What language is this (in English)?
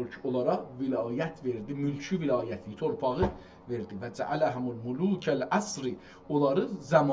South Azerbaijani